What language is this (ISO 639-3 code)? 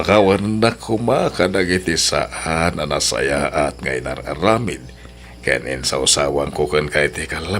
ilo